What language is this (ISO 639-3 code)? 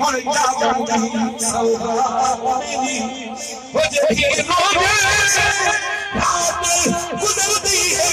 skr